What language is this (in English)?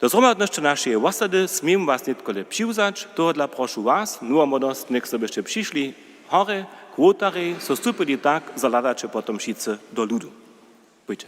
Upper Sorbian